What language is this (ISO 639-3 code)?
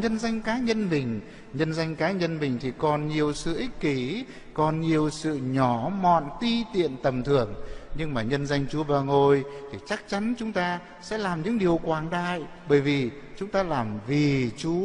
vie